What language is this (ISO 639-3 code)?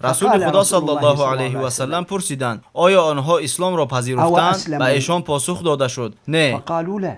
tgk